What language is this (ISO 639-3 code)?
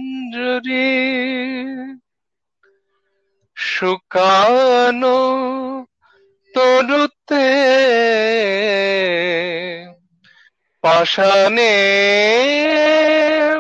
ben